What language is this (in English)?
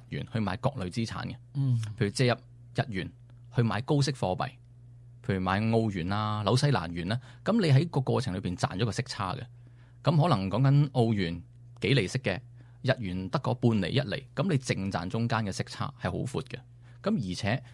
Cantonese